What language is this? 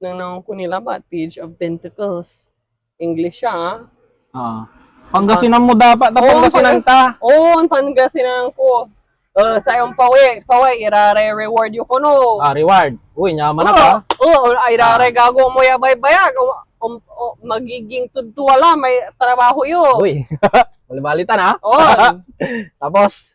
Pangasinan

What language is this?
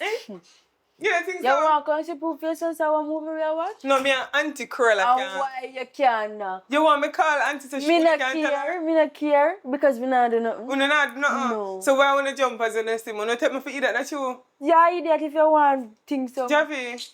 Jamaican Creole English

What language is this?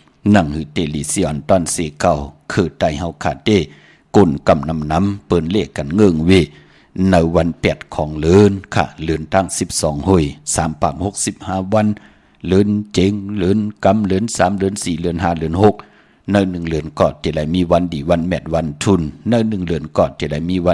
Shan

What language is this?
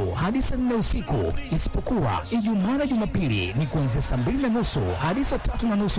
Swahili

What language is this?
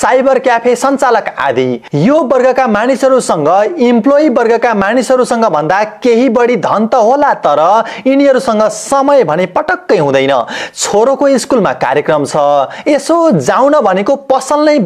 Nepali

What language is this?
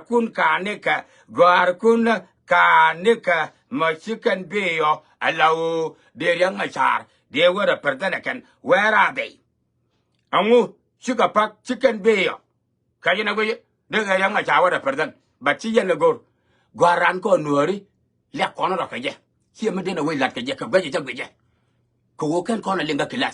Nuer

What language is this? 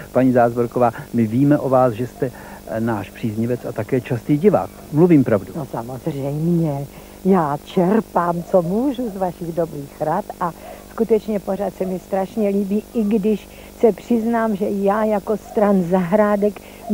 Czech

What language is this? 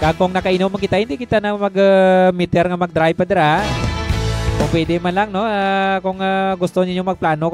Hiligaynon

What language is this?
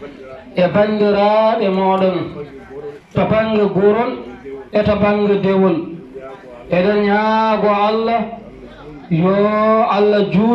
Fula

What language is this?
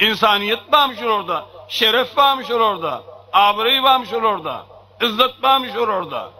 Turkmen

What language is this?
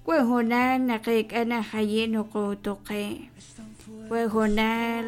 Kekchí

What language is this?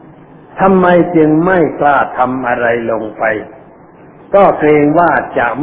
Thai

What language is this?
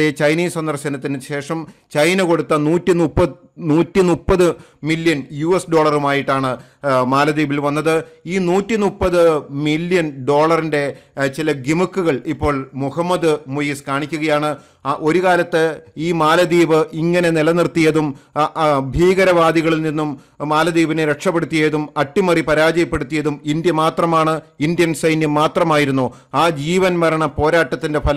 Malayalam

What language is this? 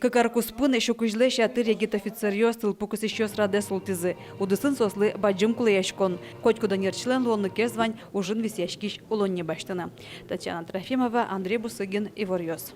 Udmurt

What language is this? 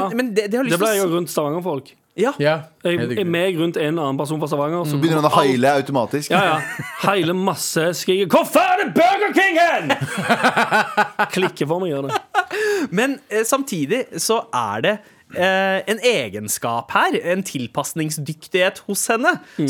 Norwegian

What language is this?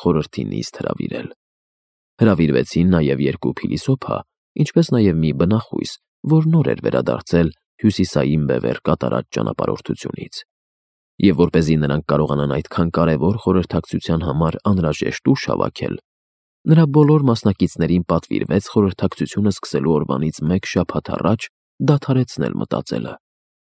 Armenian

